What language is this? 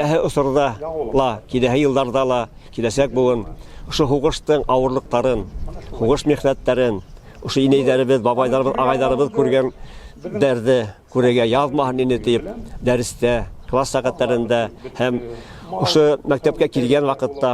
Bashkir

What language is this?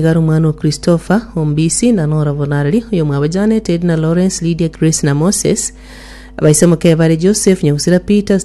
Gusii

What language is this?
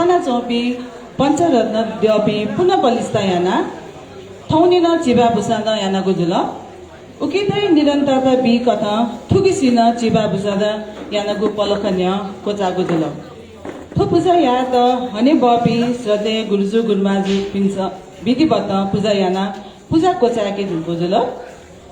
Newari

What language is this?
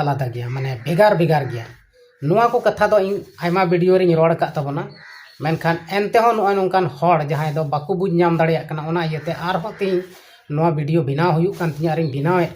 Santali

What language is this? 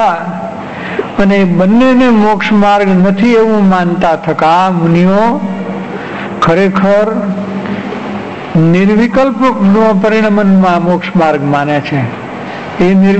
Gujarati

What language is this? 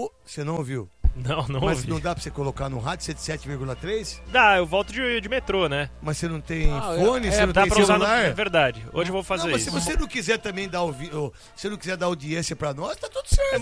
Portuguese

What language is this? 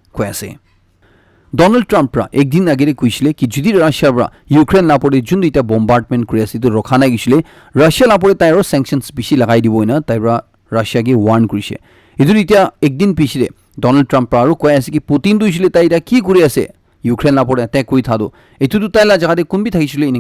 Naga Pidgin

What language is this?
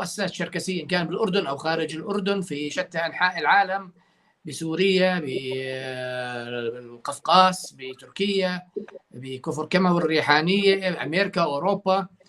North Levantine Arabic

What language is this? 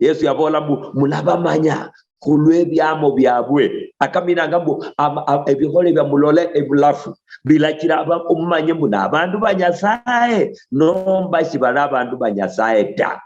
Luyia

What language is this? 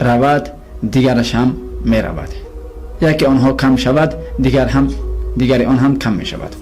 Tajik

